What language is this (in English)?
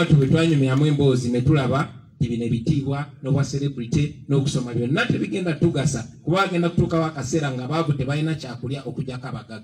Ganda